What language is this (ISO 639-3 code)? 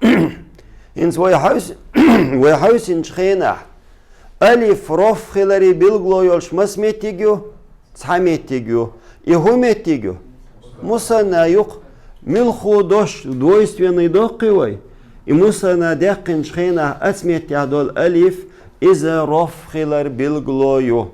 che